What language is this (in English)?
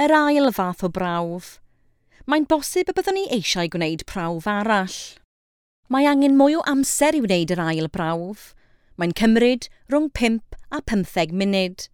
Welsh